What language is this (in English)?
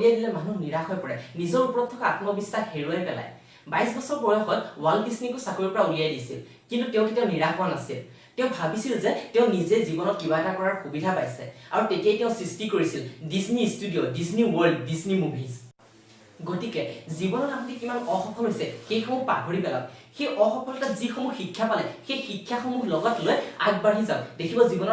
Assamese